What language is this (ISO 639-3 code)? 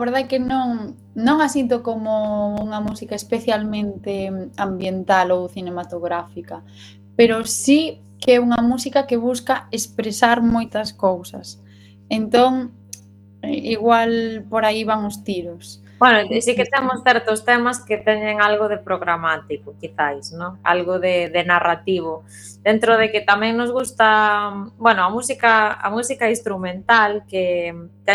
glg